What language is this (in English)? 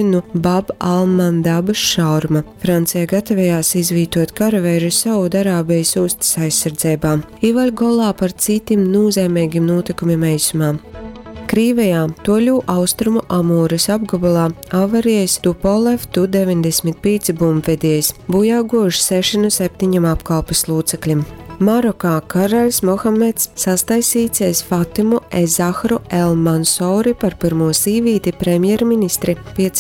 Latgalian